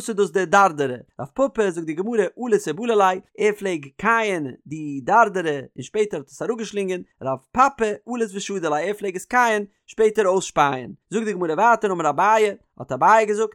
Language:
Yiddish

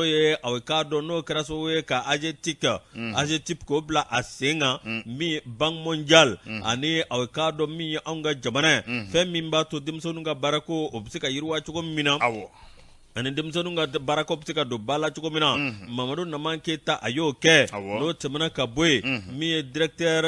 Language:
Bambara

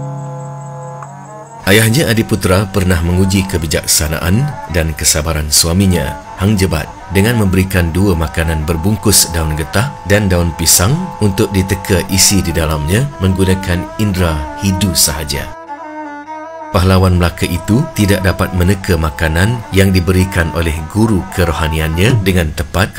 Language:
Malay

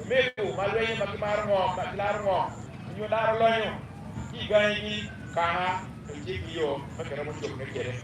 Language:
Acoli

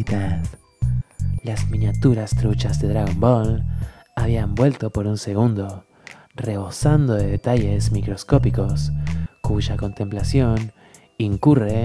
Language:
Spanish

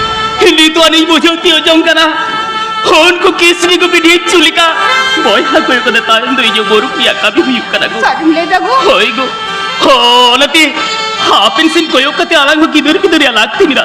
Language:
Santali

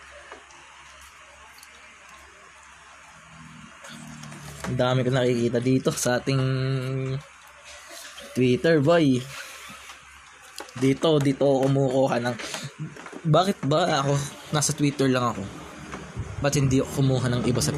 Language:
Filipino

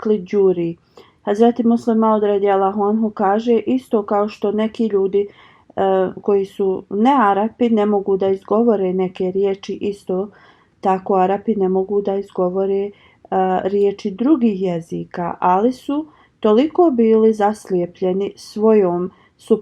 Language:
Bosnian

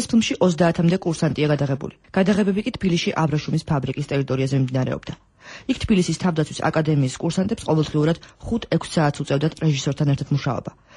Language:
Georgian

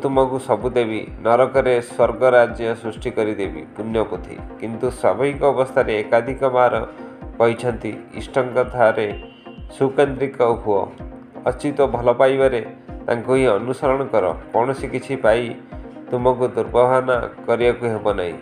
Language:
Odia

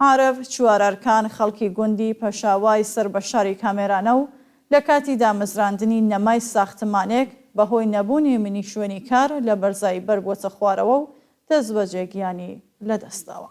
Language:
Central Kurdish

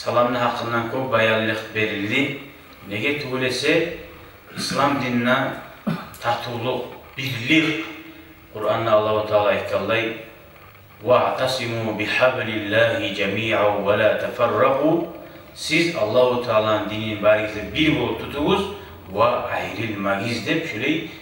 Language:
Kumyk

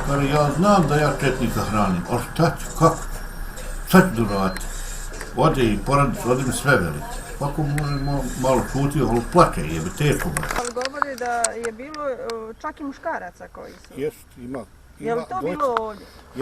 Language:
Bosnian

